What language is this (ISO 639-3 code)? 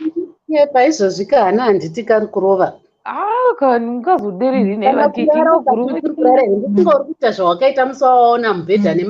sna